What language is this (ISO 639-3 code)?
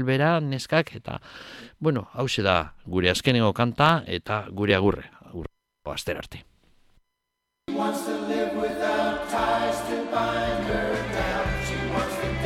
eus